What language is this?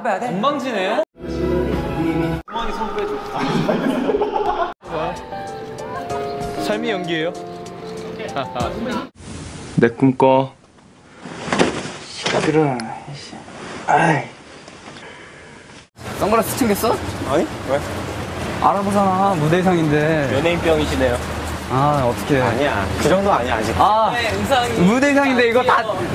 Korean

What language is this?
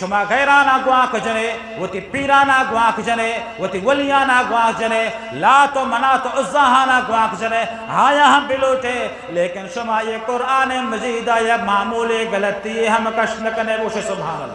Eastern Balochi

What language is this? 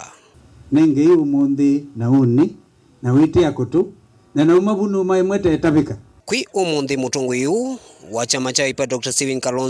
Kamba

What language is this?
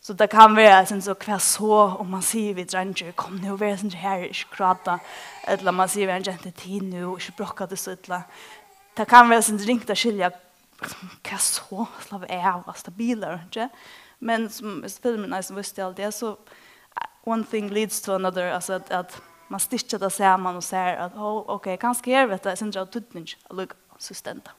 Faroese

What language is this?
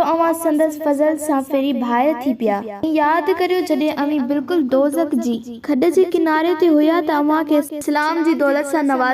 Sindhi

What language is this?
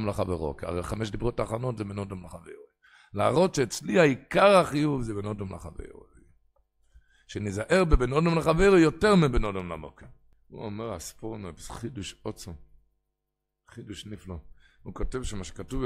Hebrew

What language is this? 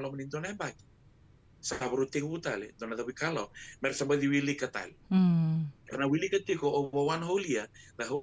Fijian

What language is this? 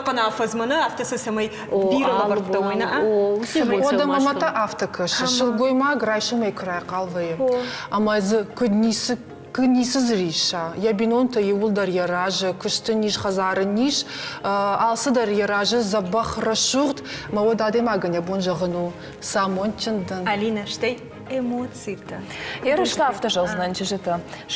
Ossetic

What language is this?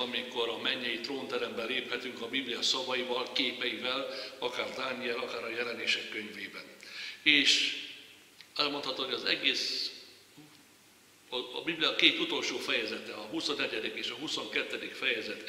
Hungarian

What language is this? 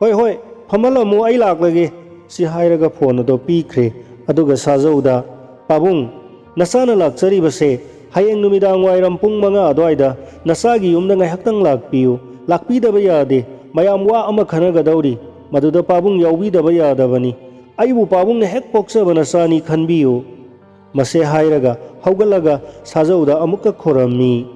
Manipuri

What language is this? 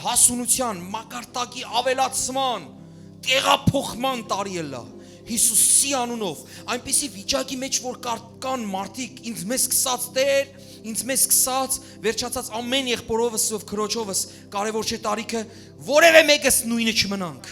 Western Armenian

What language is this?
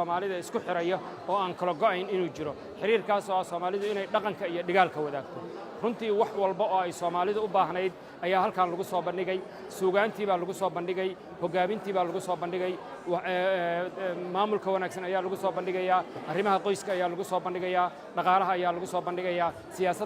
Somali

